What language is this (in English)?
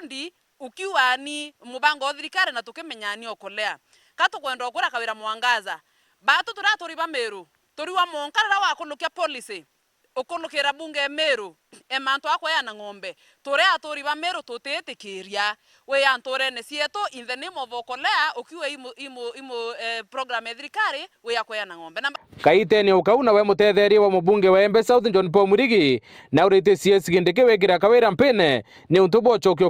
Meru